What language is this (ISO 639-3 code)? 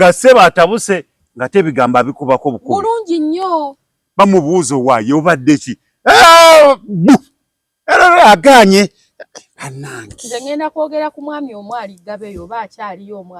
lug